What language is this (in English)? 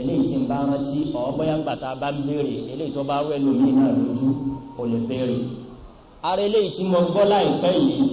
Yoruba